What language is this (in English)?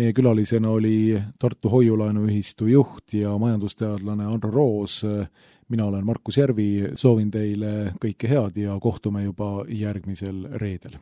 Estonian